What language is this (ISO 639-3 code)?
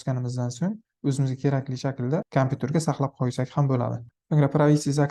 uzb